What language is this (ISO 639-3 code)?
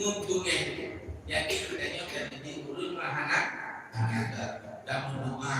ace